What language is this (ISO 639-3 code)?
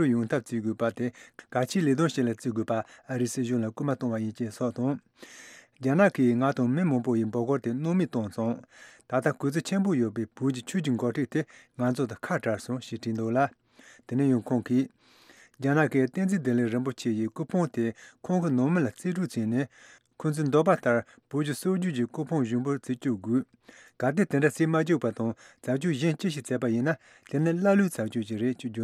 bod